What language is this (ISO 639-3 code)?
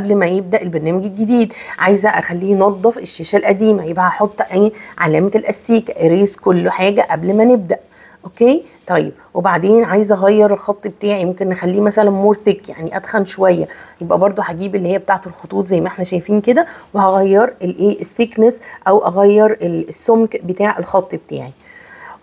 arz